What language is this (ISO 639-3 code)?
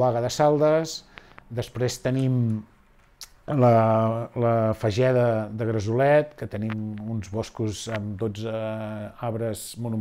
cat